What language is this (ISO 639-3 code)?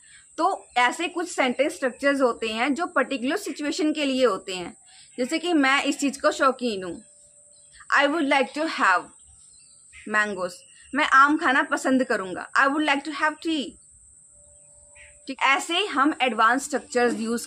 hin